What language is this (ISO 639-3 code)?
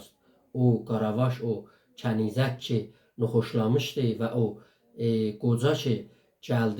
azb